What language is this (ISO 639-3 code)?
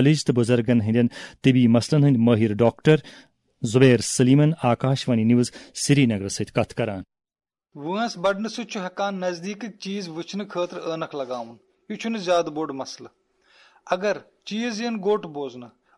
kas